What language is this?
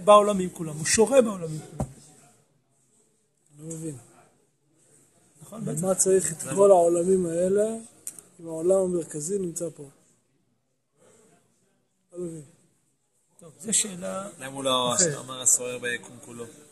Hebrew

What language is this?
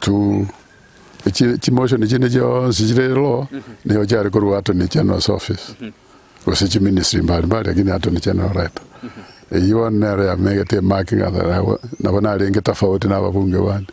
Gusii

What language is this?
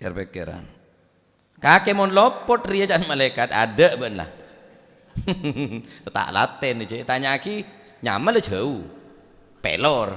Madurese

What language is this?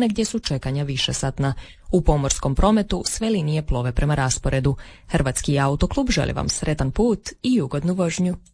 Croatian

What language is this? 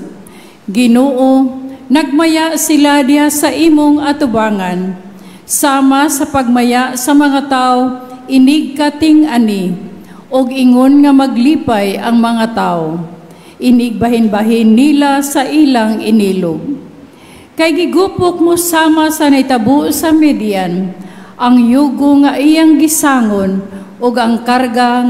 Cebuano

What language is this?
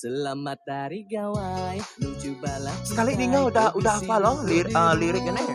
Iban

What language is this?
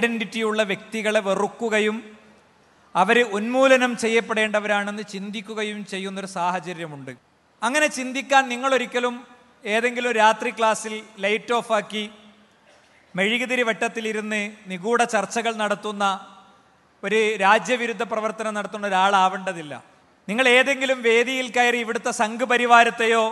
Malayalam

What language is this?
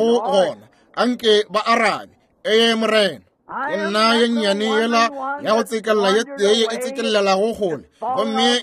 Northern Sotho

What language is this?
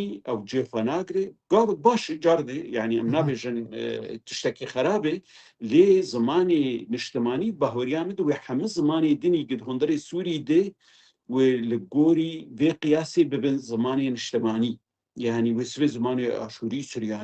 Kurdish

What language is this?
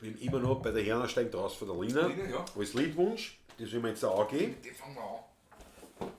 Bavarian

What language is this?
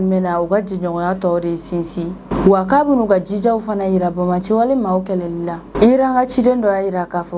Bambara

